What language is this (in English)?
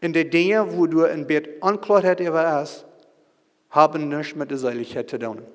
Plautdietsch